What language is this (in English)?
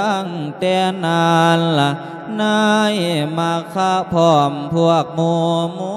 Lao